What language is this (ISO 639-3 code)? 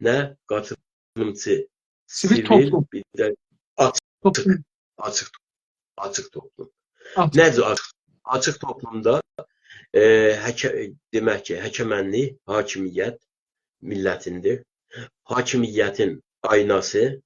azb